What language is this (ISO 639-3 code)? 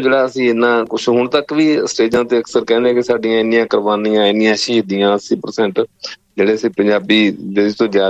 pan